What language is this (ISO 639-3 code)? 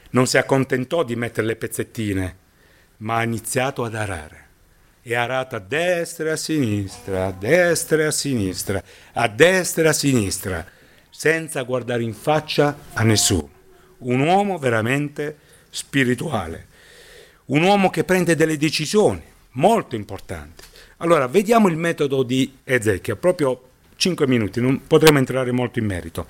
ita